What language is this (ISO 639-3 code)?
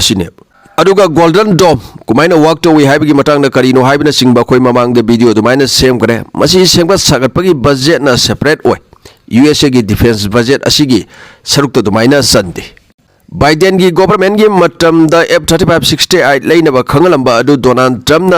mni